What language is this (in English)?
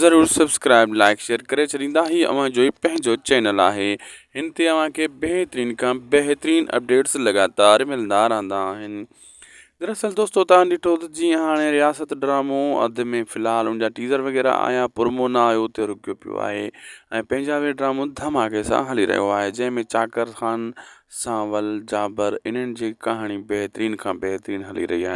Sindhi